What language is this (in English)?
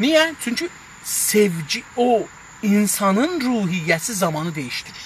South Azerbaijani